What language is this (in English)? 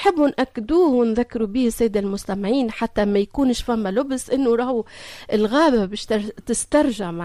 Tunisian Arabic